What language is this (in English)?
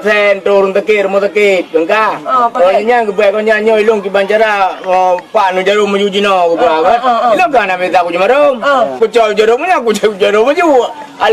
Achinese